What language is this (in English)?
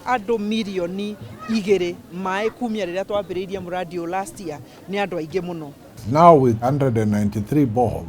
Kikuyu